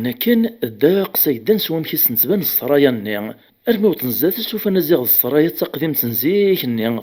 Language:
Kabyle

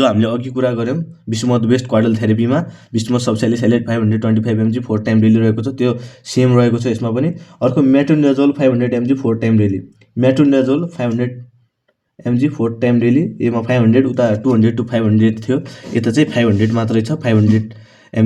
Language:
Nepali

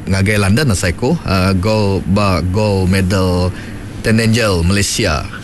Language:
Iban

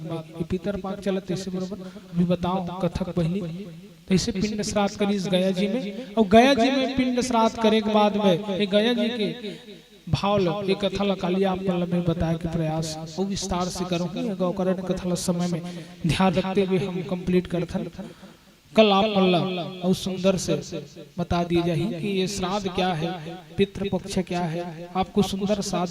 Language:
Chhattisgarhi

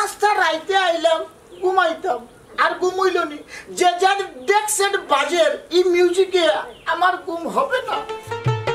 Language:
Sylheti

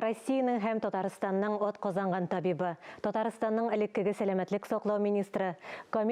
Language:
Tatar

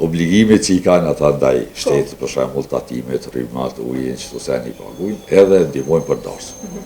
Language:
Albanian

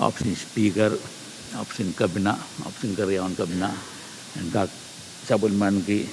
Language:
Pohnpeian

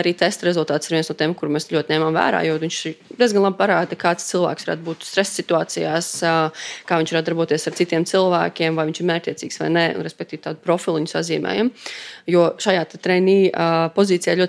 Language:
Latvian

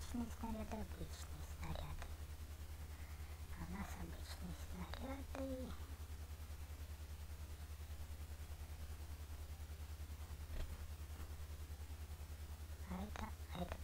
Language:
Russian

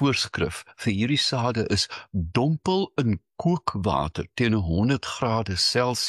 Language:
Afrikaans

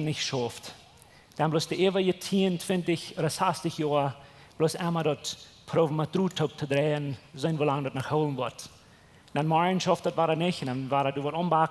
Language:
Plautdietsch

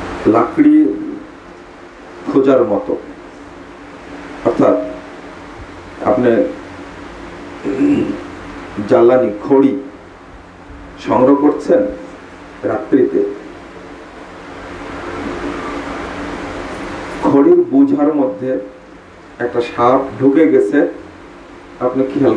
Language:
Bangla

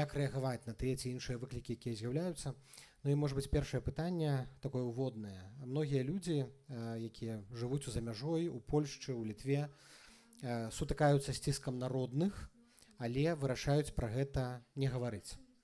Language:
Belarusian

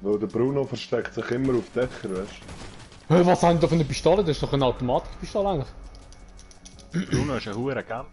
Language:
Swiss German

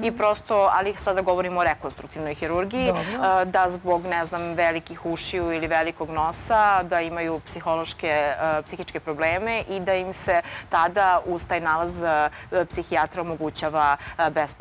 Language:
Serbian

